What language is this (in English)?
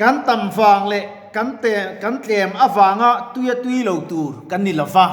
Mizo